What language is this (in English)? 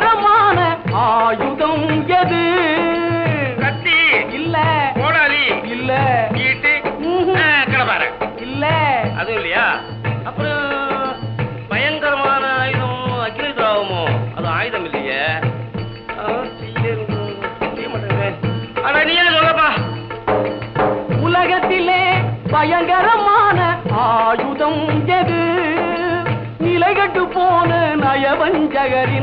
Tamil